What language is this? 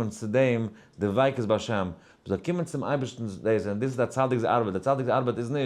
Yiddish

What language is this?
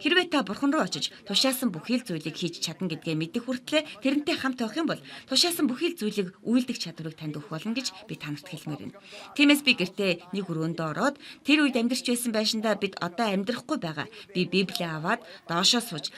Mongolian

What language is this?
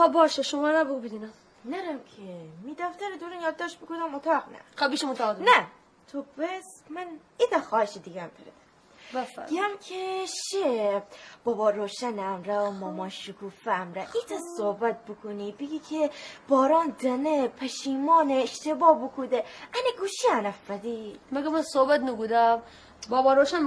Gilaki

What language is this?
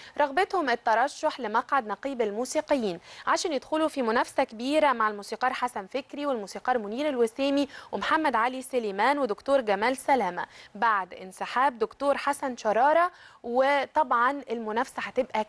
Egyptian Arabic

